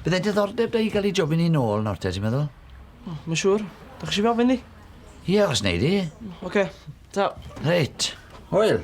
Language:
Welsh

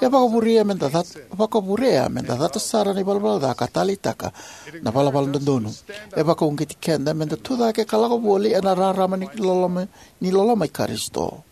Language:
Fijian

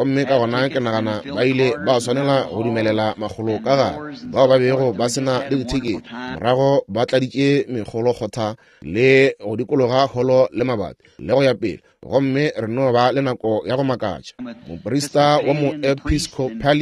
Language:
Northern Sotho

